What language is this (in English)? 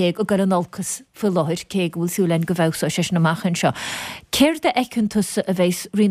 Irish